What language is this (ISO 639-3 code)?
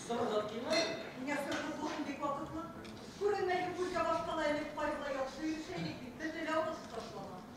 bak